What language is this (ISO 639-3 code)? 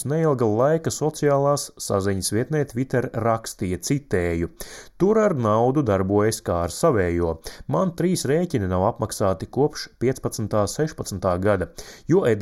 lav